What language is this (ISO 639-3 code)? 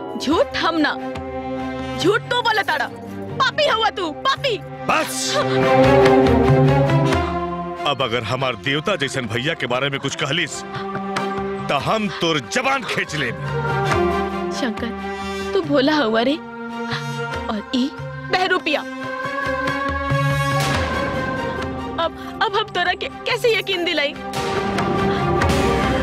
bho